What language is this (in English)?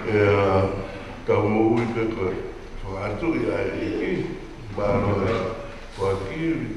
Tongan